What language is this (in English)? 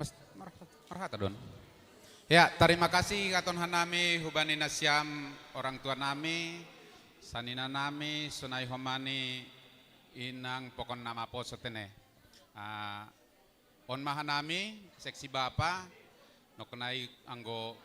Batak Simalungun